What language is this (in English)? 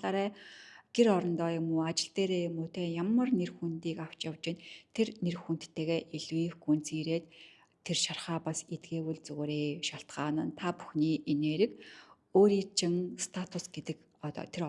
Mongolian